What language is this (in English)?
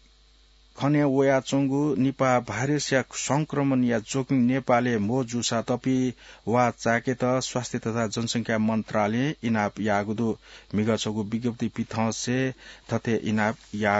Newari